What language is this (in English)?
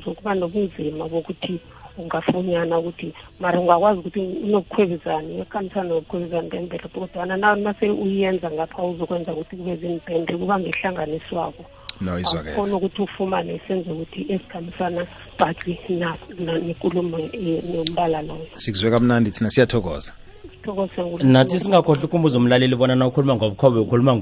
South Ndebele